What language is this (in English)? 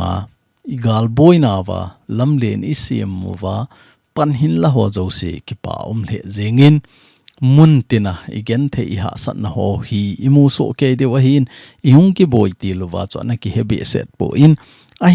Thado Chin